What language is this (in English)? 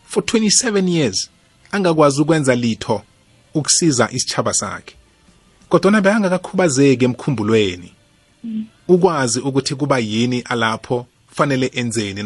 South Ndebele